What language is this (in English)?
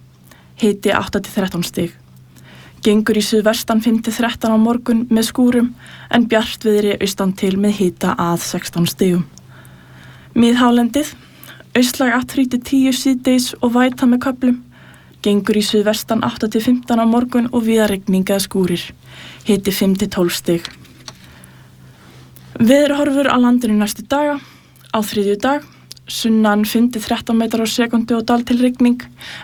Icelandic